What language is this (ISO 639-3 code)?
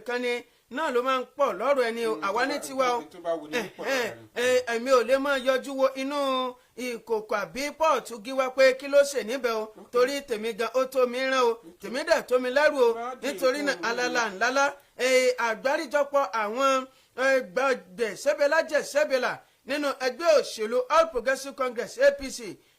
yor